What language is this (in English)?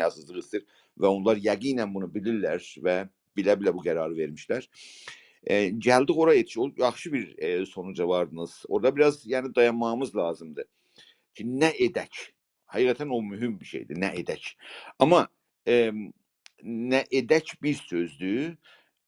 South Azerbaijani